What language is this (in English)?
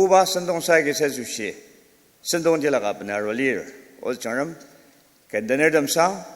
Ao Naga